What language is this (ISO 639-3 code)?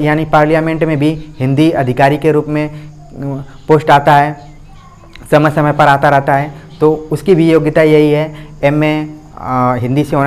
hin